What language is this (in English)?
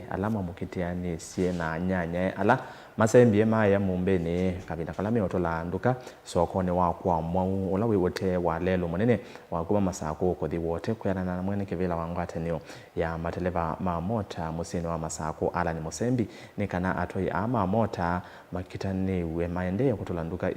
Kamba